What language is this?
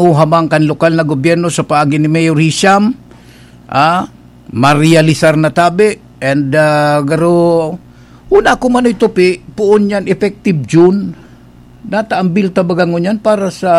Bikol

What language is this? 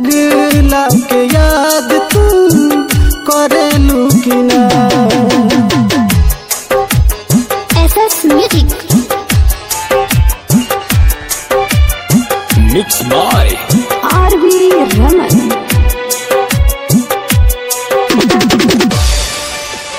Bhojpuri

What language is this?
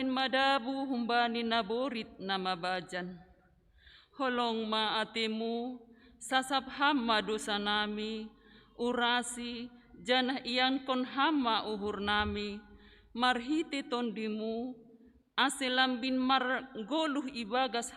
Batak Simalungun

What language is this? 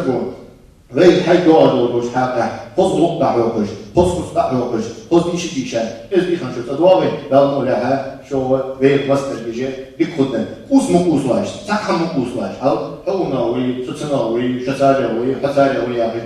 Ingush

